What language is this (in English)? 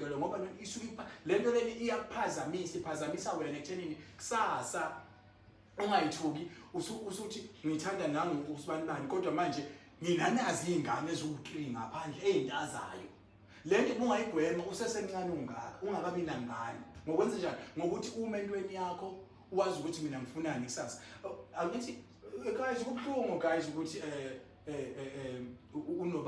Zulu